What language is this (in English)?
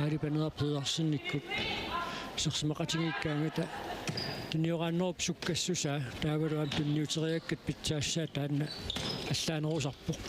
Kalaallisut